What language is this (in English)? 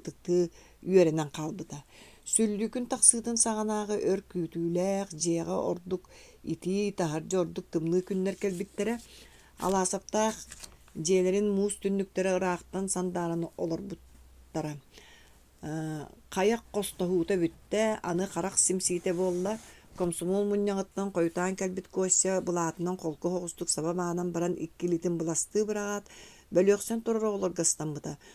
Yakut